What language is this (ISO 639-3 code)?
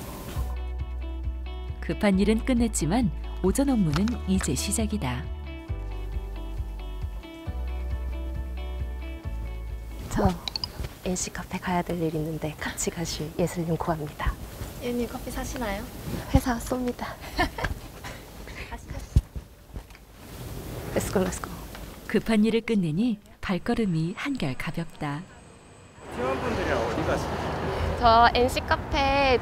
kor